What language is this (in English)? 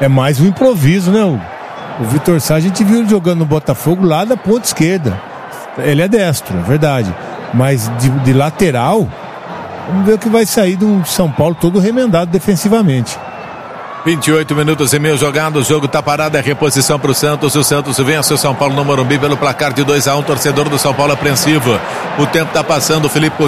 Portuguese